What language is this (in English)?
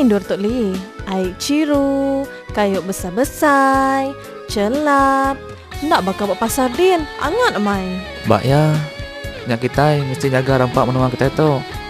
Iban